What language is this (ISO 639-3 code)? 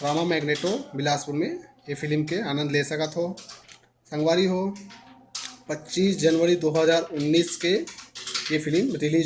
hne